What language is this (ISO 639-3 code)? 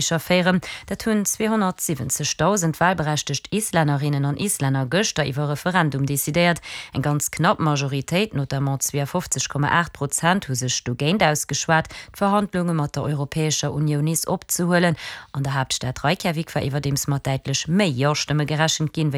ltz